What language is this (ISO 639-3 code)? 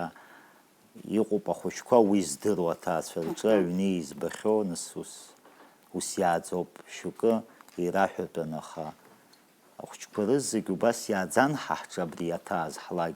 abk